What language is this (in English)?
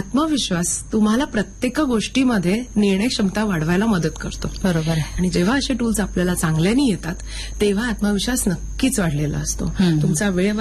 Marathi